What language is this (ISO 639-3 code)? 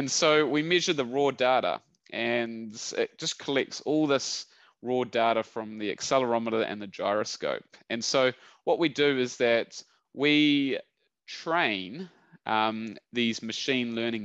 eng